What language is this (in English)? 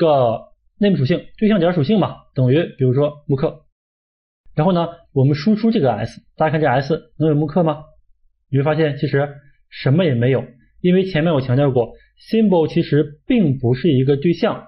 Chinese